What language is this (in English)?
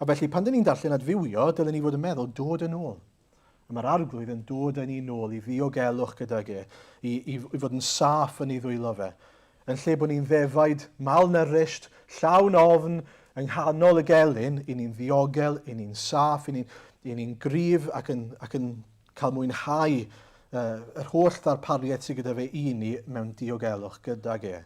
Welsh